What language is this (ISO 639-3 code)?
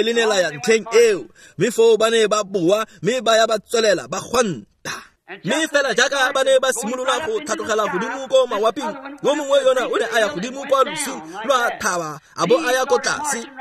tsn